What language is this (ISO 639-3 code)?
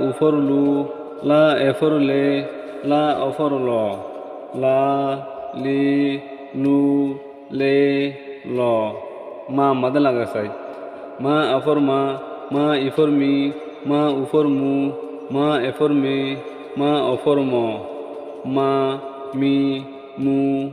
rhg